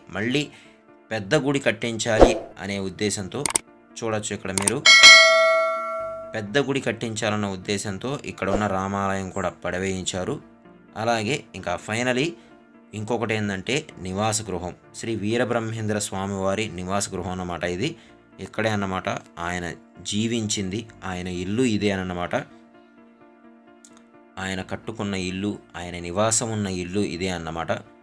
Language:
Telugu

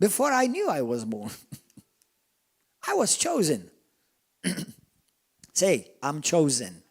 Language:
English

